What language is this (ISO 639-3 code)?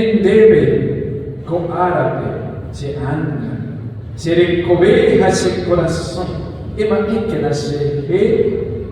grn